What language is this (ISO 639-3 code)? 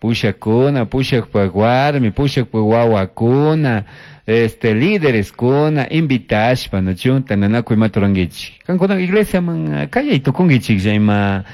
qug